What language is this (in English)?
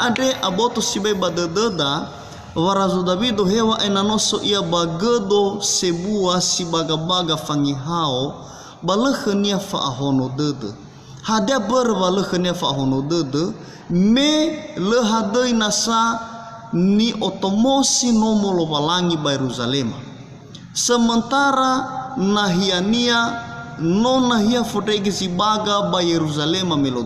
Nias